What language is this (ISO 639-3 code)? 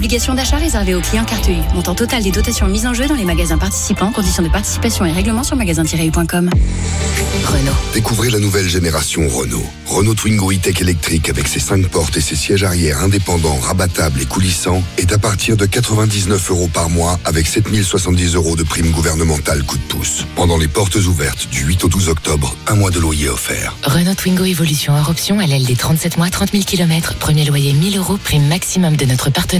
fra